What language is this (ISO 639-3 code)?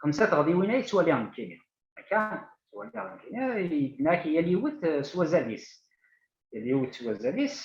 kab